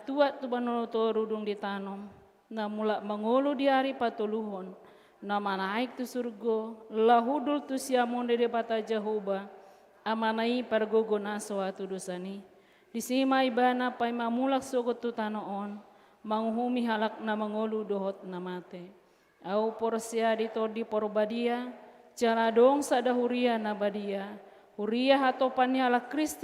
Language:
Batak Toba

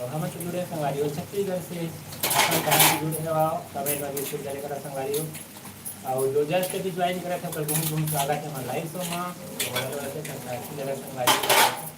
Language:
Chhattisgarhi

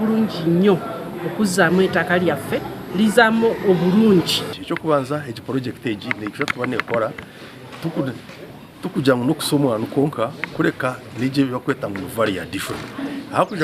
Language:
Nyankole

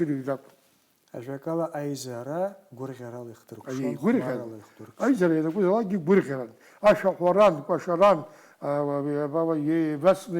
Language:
Abkhazian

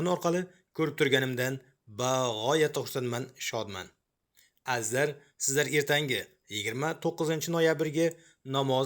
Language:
Uzbek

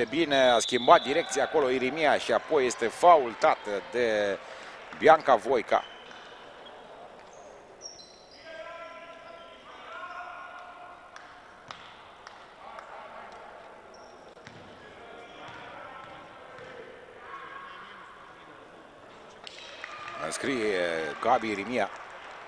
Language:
Romanian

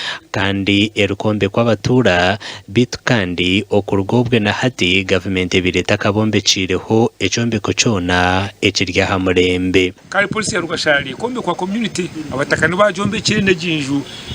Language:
Nyankole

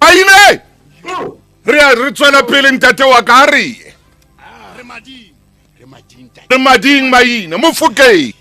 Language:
Tswana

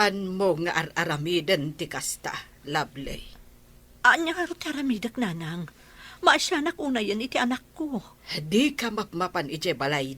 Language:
Iloko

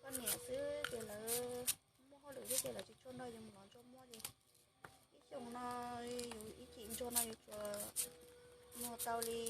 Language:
Hmong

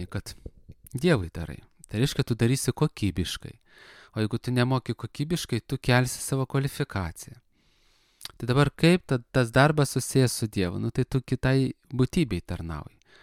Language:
Lithuanian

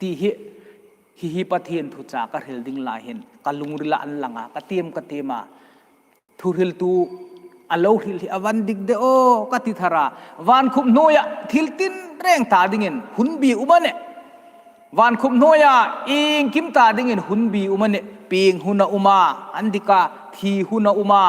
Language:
Hmar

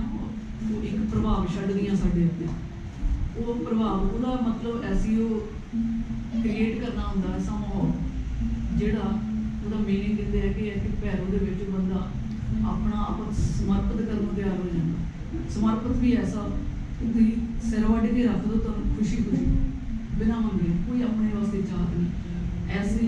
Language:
Punjabi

